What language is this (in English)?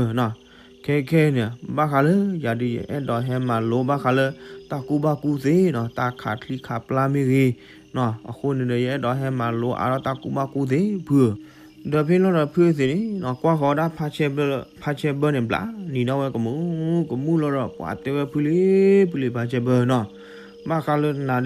S'gaw Karen